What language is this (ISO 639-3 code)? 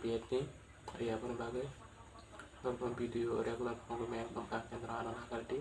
trp